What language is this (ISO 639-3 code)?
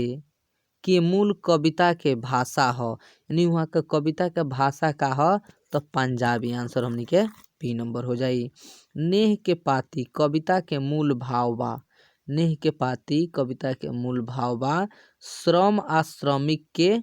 bho